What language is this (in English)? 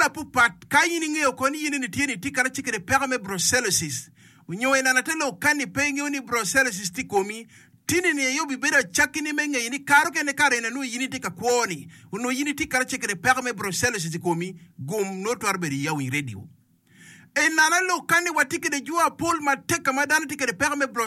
Acoli